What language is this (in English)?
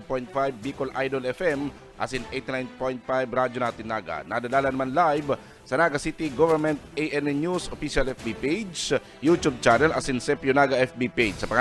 Bikol